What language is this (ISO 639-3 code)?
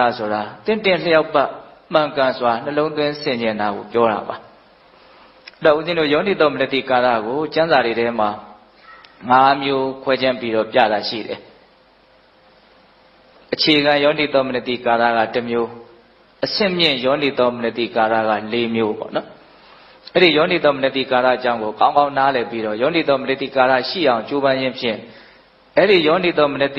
mya